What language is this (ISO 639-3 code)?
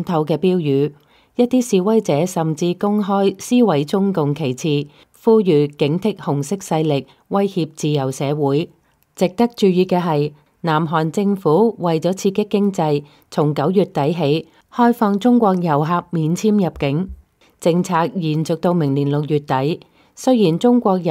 yue